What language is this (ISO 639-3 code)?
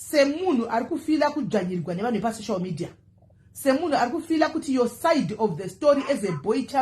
sna